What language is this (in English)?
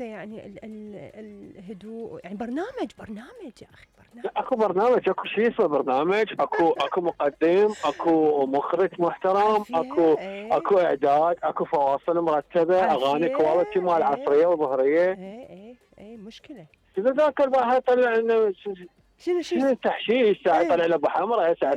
Mesopotamian Arabic